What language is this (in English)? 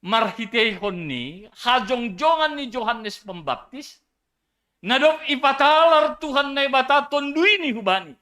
Batak Simalungun